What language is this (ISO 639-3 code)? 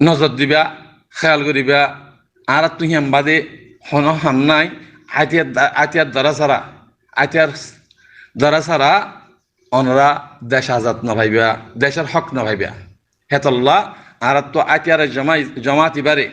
rhg